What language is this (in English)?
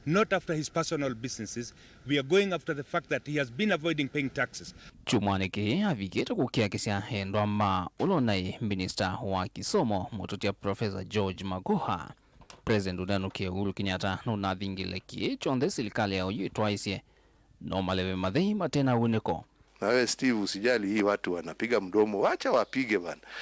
Kamba